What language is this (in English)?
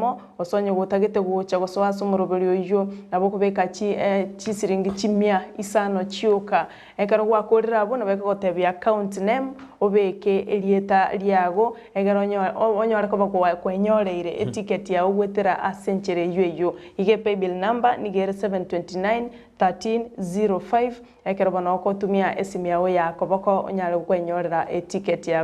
Gusii